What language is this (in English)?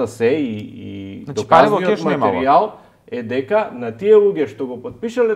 Macedonian